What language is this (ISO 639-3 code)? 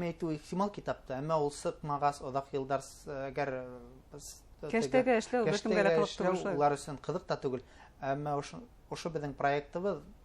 bak